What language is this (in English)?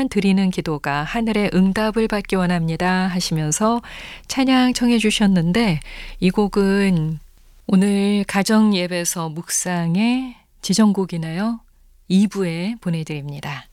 Korean